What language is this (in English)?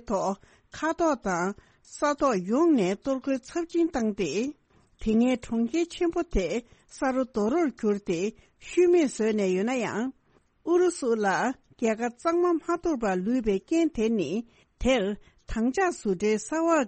Tibetan